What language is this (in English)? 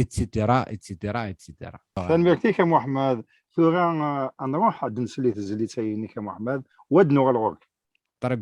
Kabyle